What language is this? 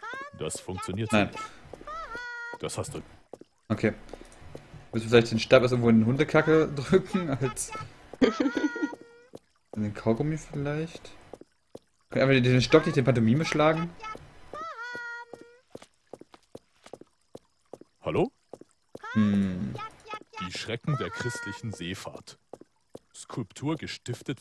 German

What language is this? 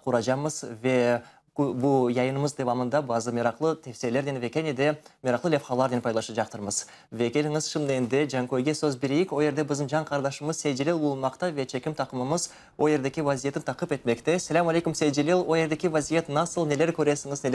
Crimean Tatar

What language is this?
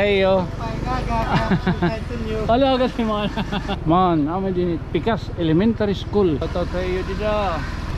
Waray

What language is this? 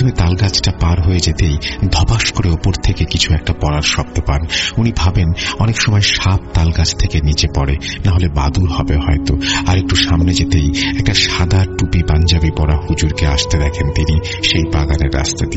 Bangla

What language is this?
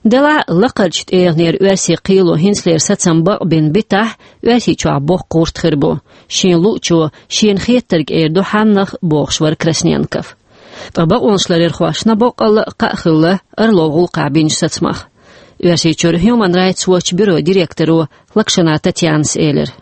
Chechen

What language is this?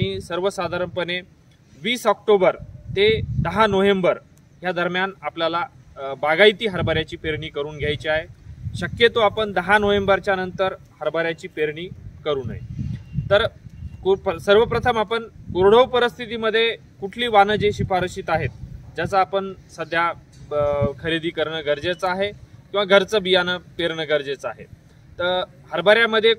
Marathi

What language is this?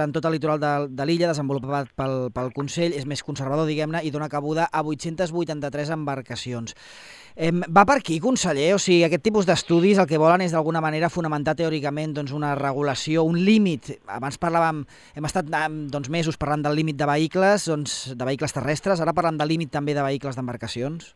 Catalan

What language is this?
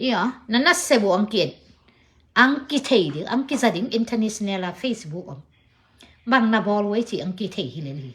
Tedim Chin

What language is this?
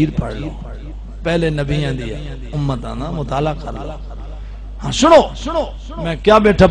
Saraiki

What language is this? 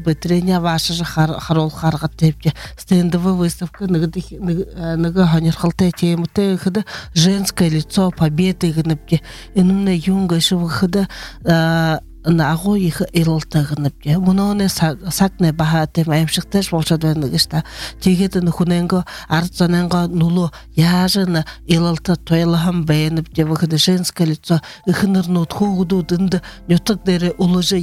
Buriat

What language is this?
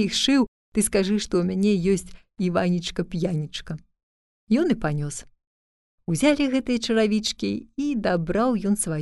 Belarusian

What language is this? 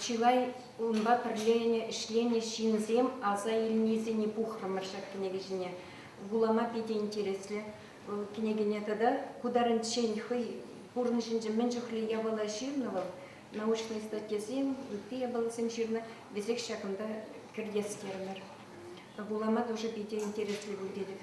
Chuvash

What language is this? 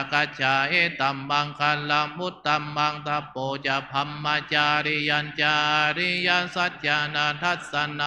Pali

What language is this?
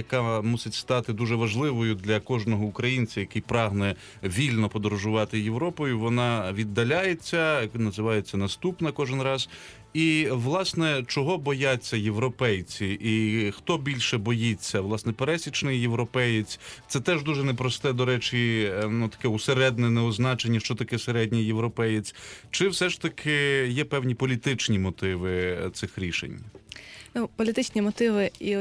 Ukrainian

